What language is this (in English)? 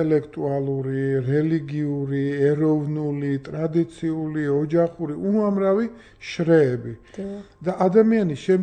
Georgian